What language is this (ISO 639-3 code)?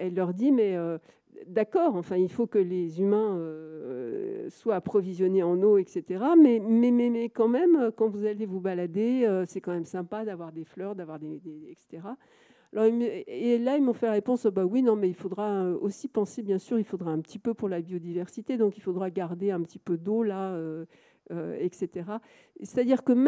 fra